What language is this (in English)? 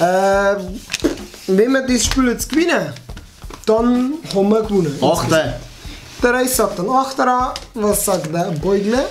Bavarian